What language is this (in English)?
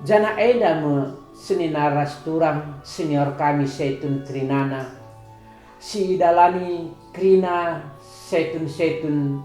Batak Karo